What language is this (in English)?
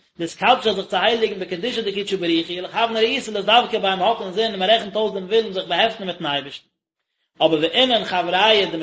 Yiddish